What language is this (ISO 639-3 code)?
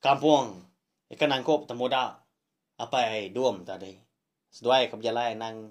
iba